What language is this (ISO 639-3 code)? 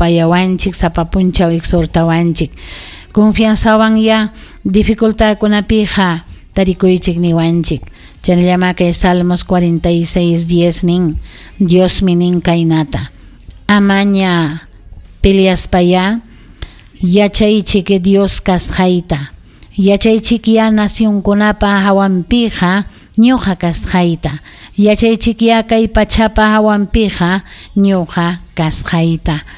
quy